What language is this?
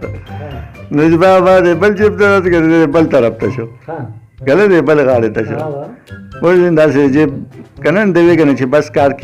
Pashto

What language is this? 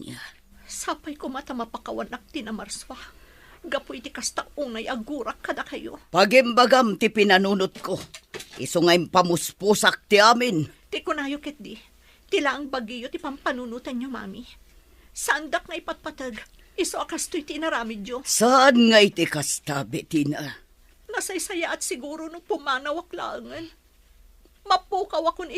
Iloko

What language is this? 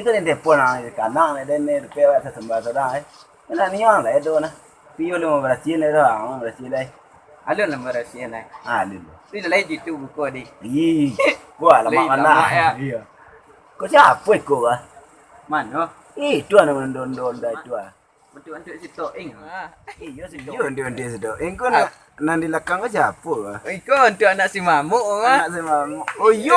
Minangkabau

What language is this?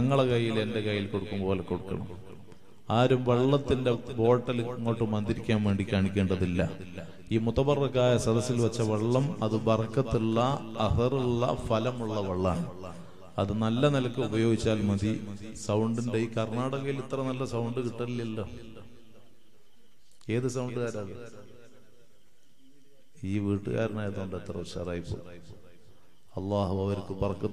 Malayalam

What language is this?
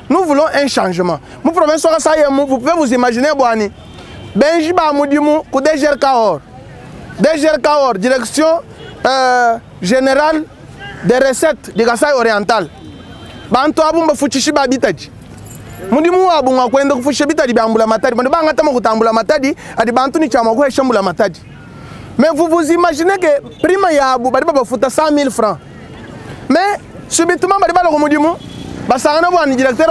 Luba-Lulua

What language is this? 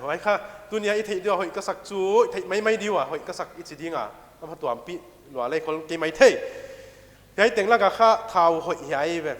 Paite Chin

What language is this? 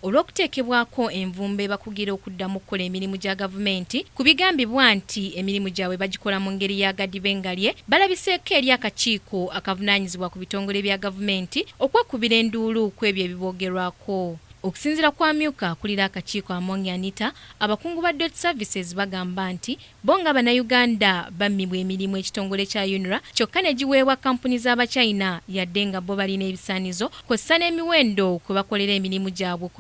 Ganda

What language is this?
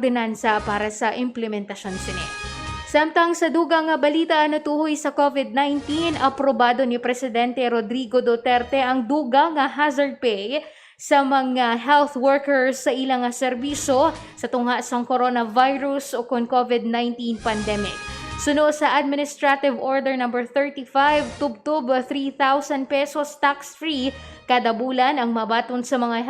Hiligaynon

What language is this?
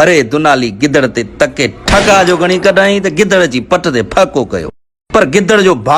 Sindhi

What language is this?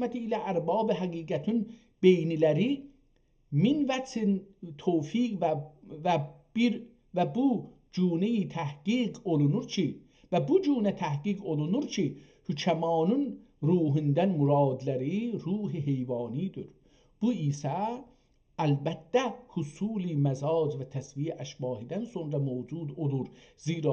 South Azerbaijani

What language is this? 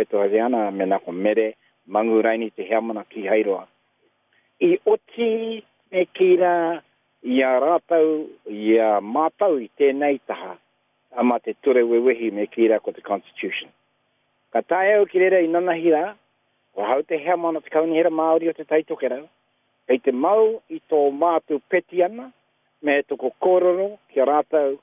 Māori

